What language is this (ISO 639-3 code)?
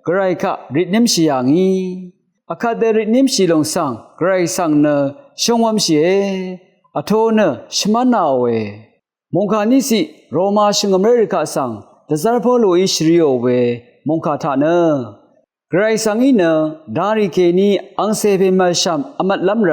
raw